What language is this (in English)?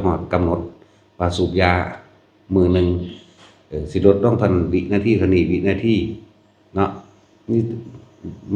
Northeastern Thai